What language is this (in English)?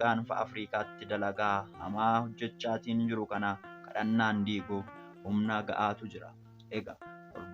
Oromo